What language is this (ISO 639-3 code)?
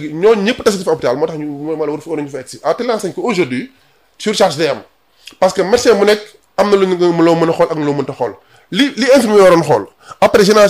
wol